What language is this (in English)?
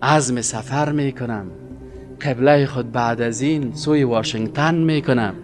Tajik